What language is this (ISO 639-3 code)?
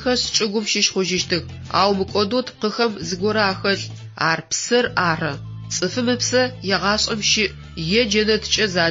ady